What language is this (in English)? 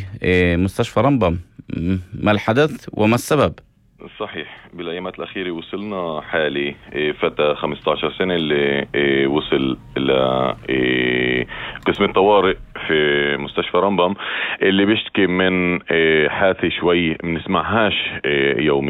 North Levantine Arabic